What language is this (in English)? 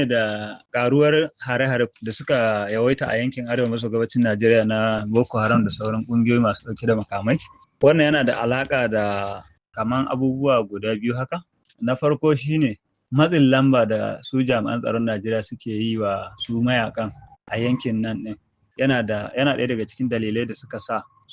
Hausa